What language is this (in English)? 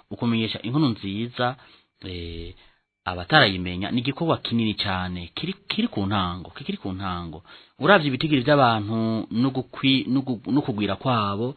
Rundi